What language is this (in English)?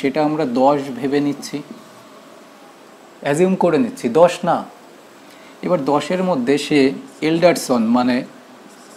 Bangla